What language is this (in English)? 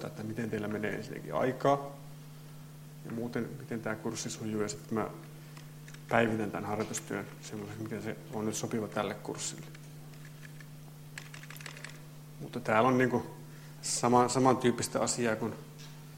Finnish